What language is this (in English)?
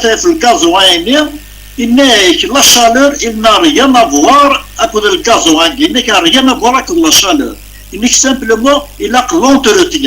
Kabyle